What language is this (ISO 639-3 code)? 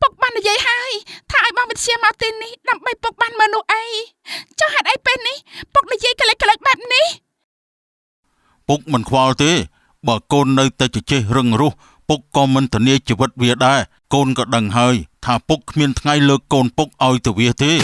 khm